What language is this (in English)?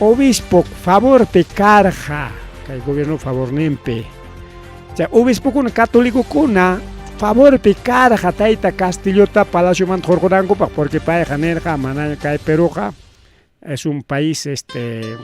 Ayacucho Quechua